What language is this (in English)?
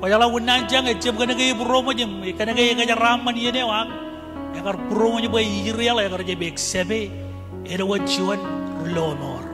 Marshallese